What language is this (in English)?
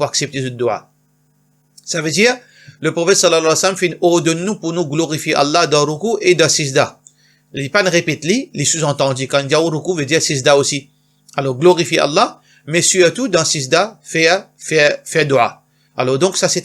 Morisyen